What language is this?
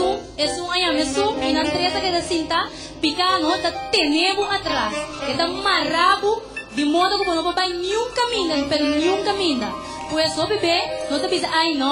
Papiamento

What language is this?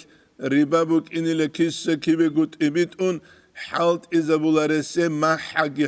Avaric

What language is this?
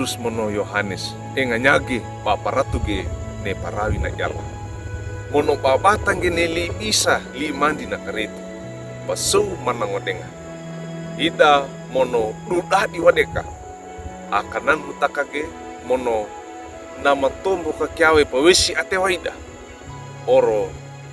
Wejewa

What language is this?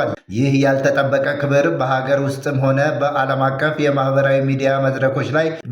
Amharic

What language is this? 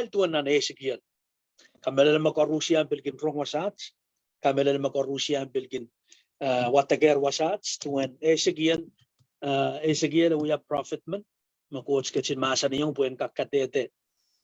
Pohnpeian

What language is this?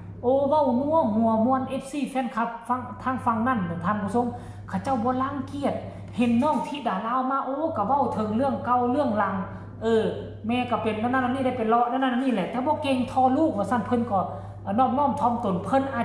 Northeastern Thai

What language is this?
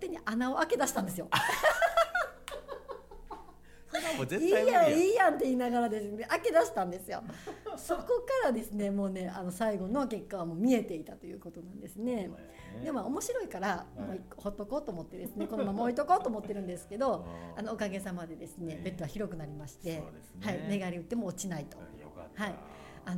Japanese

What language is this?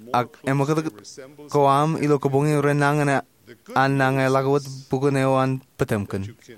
Marshallese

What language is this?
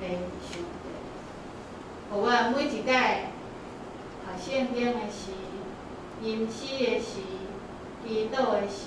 Min Nan Chinese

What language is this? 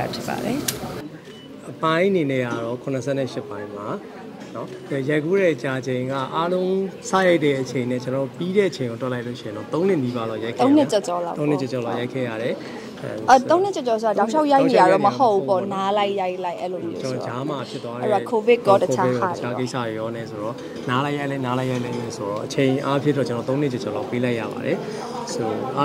Burmese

